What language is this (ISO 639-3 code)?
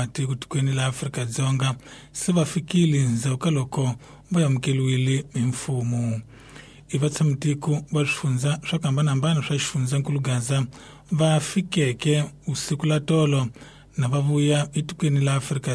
tso